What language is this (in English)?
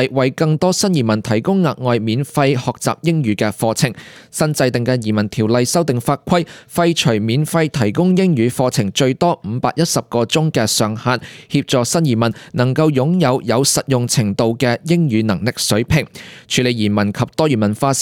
Cantonese